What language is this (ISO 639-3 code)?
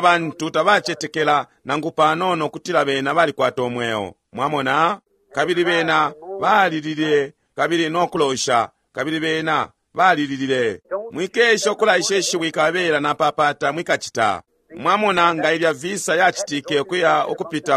bem